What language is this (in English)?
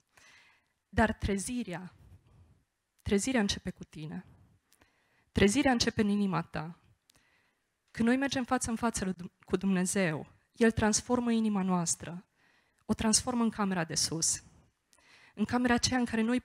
Romanian